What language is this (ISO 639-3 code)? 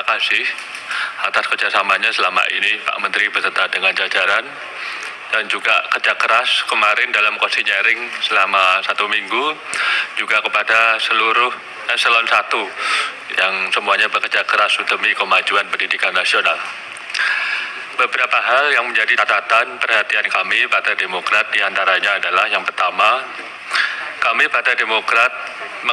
ind